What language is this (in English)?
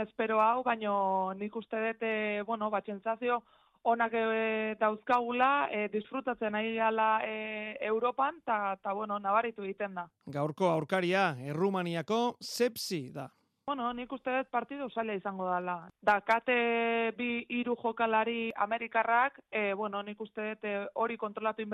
Basque